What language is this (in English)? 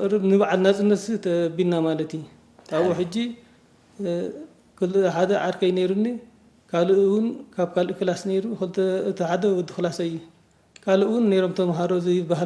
Tigrinya